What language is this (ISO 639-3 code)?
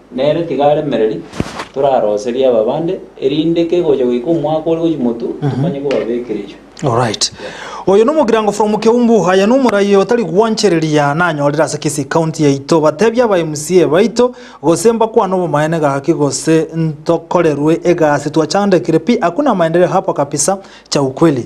guz